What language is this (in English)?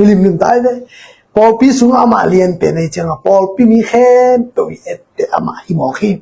Tedim Chin